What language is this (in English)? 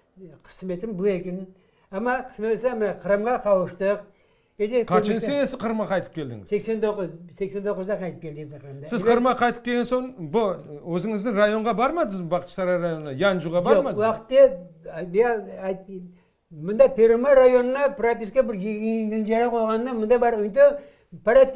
Crimean Tatar